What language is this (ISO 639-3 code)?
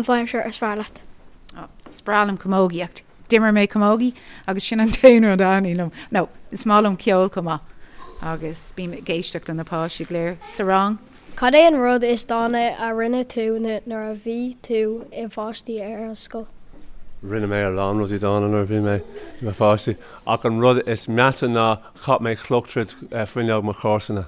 gle